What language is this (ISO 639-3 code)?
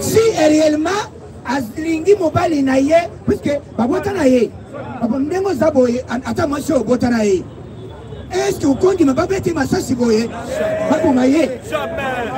lin